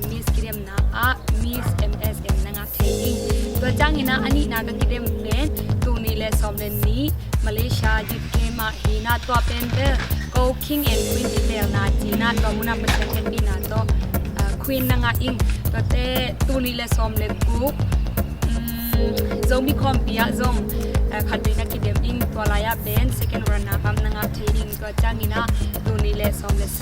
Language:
Tedim Chin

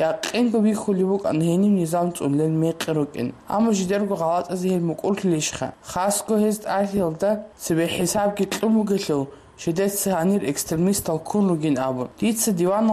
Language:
Avaric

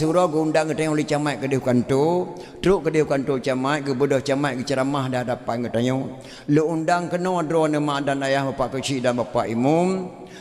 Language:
Achinese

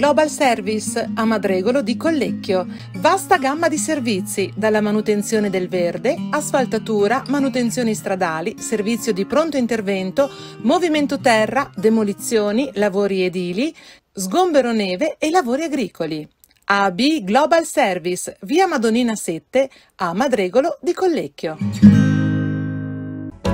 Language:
Italian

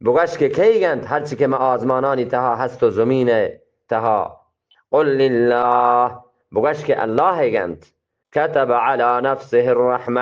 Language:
Eastern Balochi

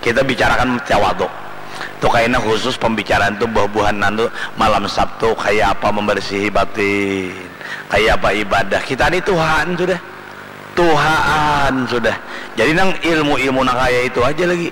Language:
Banjar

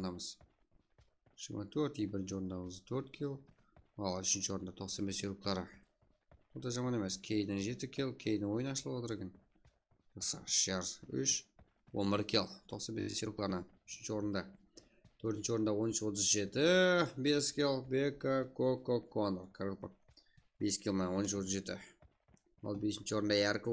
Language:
Kara-Kalpak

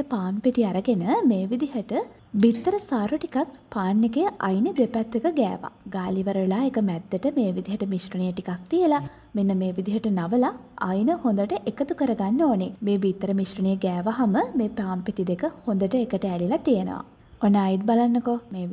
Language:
Sinhala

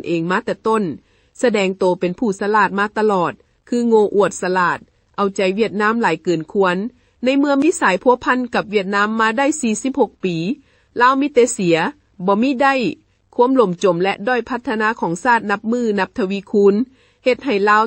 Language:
Lao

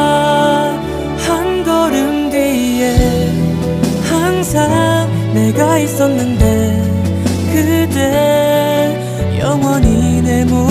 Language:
Korean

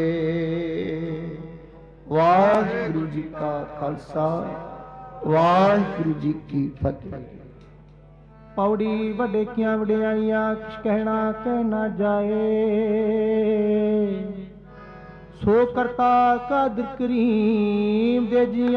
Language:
Punjabi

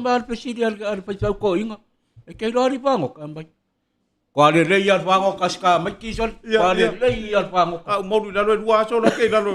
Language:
Samoan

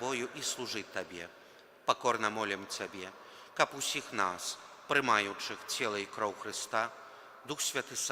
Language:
Belarusian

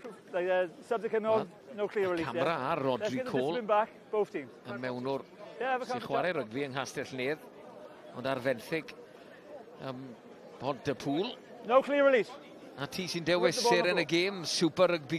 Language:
Welsh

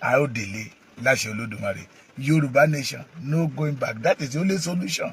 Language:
Yoruba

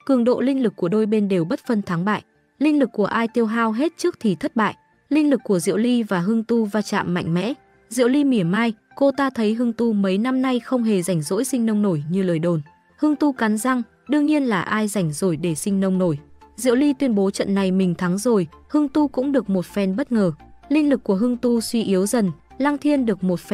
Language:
Vietnamese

